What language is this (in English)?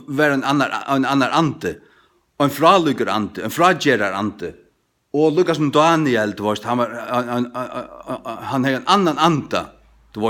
Faroese